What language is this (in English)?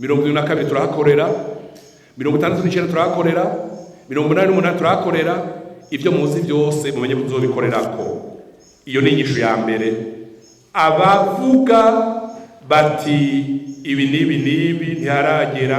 Rundi